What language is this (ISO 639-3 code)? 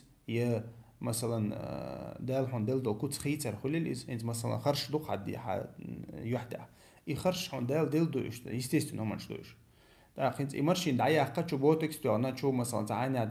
che